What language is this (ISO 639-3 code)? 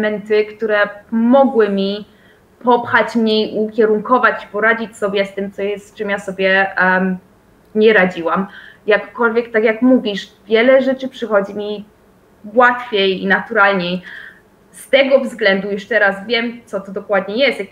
pol